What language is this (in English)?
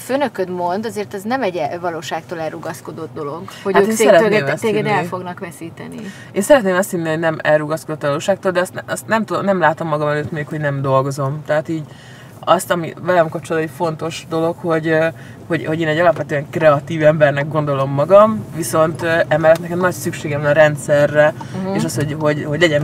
Hungarian